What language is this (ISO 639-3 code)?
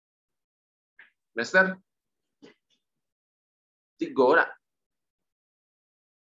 ind